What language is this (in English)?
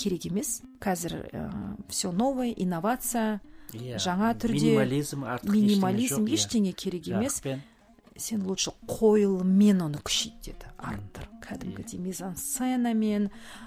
Kazakh